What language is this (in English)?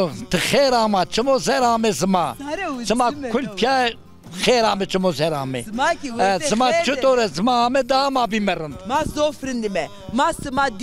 Zaza